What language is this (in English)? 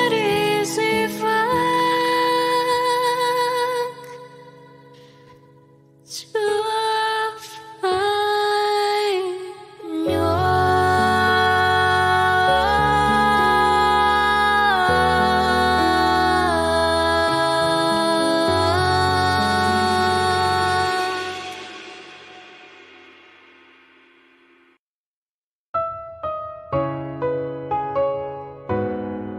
Vietnamese